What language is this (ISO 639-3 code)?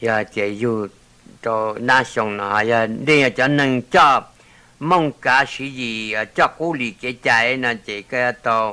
hmn